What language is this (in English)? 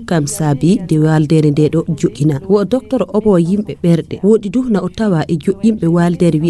Fula